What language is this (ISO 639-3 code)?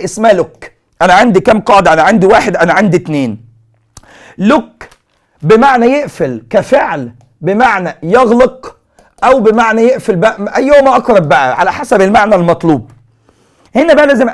arz